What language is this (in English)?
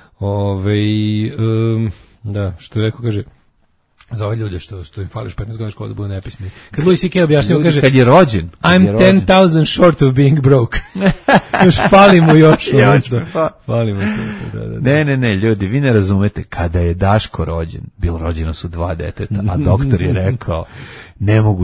Serbian